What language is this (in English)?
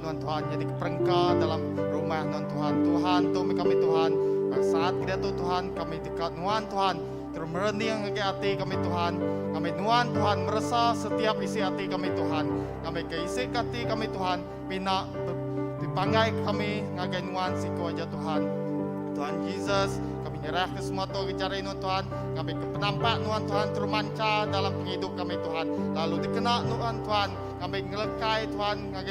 Iban